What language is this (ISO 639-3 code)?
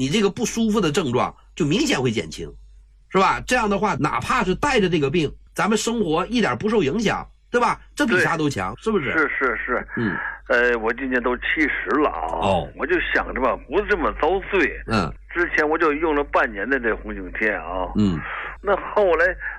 zho